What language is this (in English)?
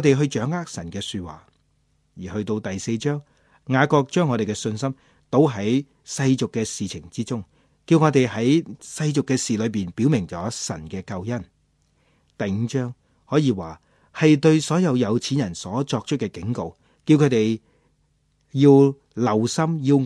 Cantonese